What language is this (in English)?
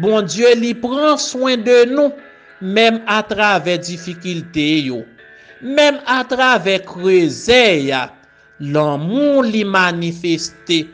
Haitian Creole